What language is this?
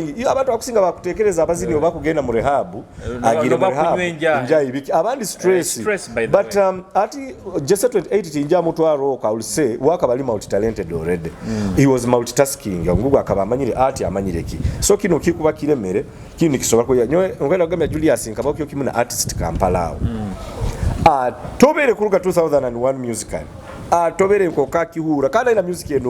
Nyoro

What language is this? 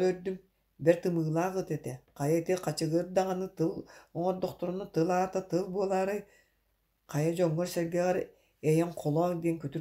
Yakut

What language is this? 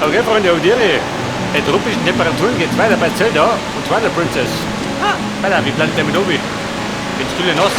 Bavarian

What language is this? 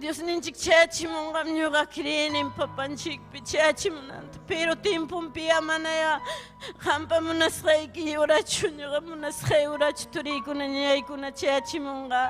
Ayacucho Quechua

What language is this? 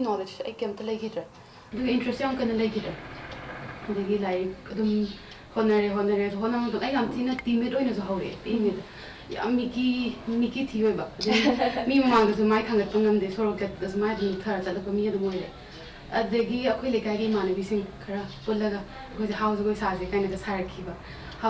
Manipuri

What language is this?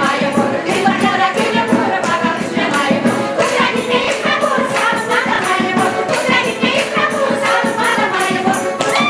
Chuvash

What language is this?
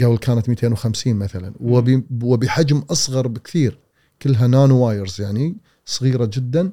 Gulf Arabic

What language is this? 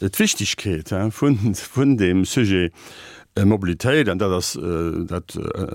Luxembourgish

